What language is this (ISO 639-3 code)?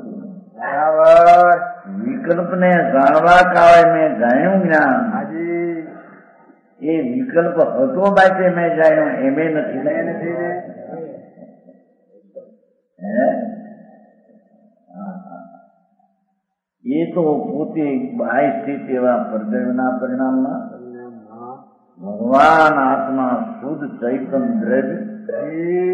guj